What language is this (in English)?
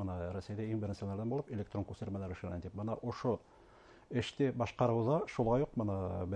Bashkir